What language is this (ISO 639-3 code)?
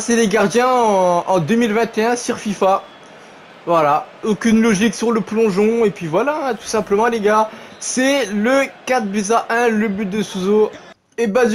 fra